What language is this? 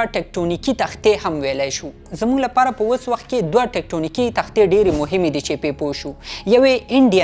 Pashto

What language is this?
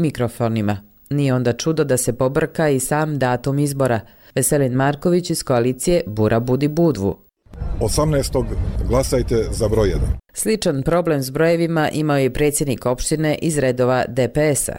Croatian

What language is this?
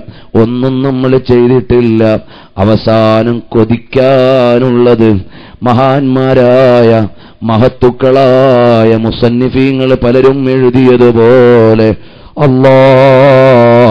Malayalam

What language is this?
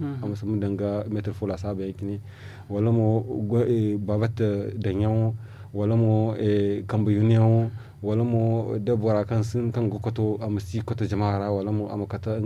Zarma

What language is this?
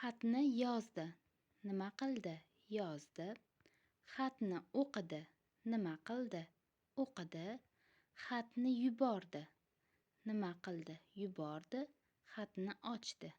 Uzbek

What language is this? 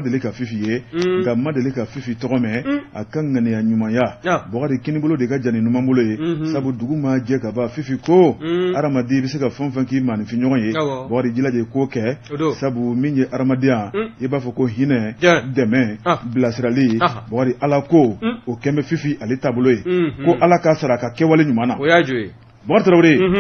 Bambara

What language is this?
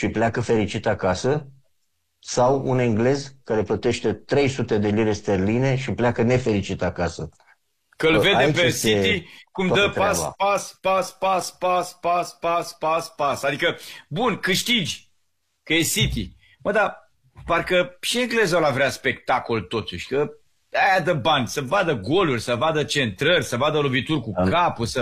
Romanian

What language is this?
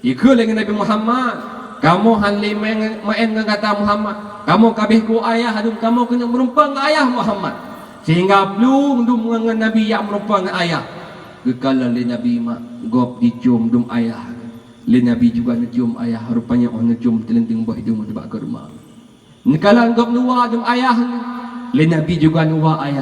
Achinese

